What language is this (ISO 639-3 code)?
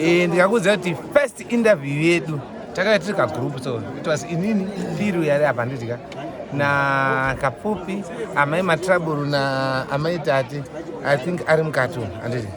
sna